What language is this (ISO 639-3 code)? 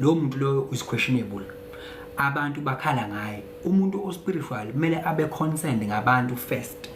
zul